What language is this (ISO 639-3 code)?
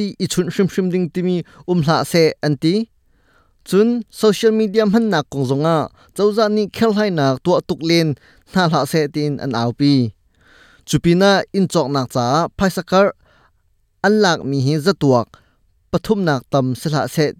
cnh